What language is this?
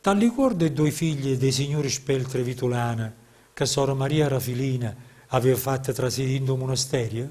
Neapolitan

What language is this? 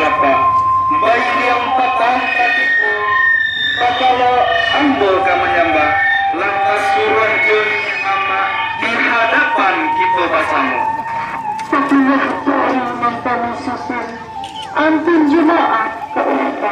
Minangkabau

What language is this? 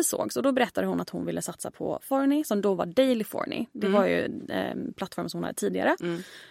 Swedish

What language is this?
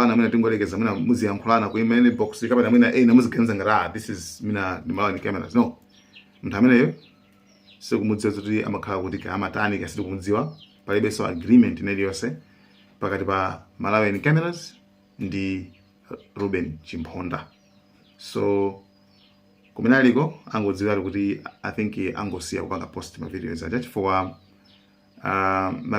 Nyanja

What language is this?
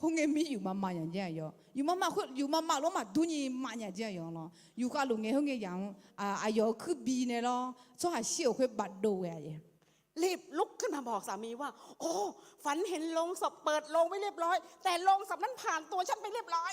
Akha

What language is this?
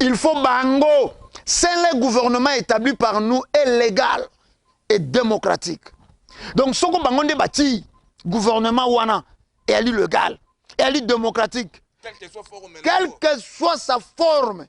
Lingala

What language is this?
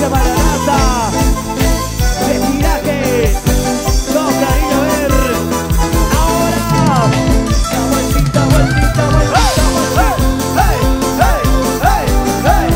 Spanish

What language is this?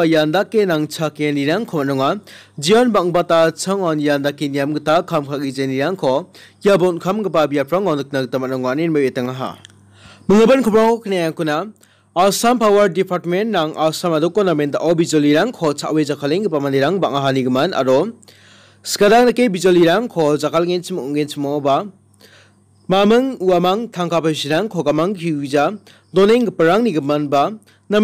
Garo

